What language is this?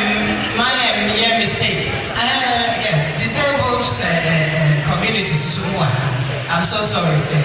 Akan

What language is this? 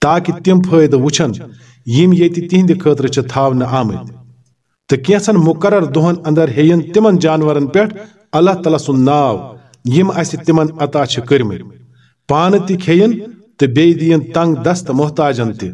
Kashmiri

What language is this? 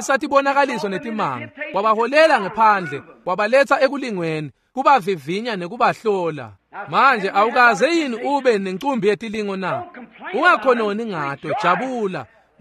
Swati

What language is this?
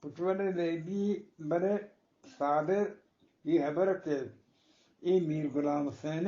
Eastern Balochi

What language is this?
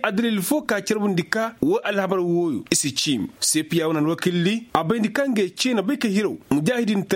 Koyraboro Senni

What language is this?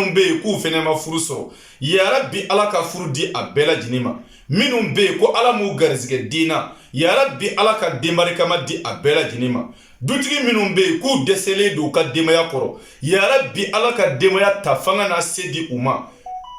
Bambara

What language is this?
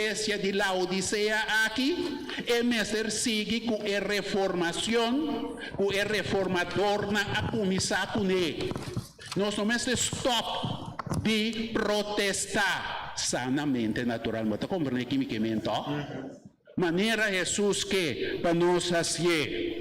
Papiamento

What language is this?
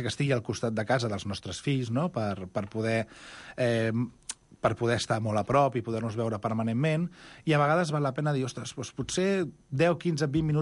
Catalan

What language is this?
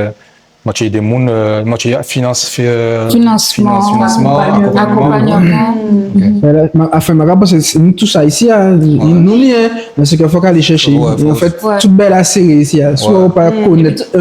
Guadeloupean Creole French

